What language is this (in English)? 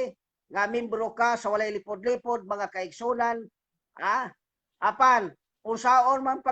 Cebuano